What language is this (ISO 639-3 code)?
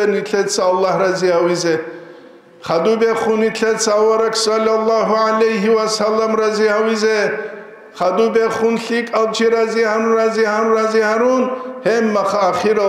ava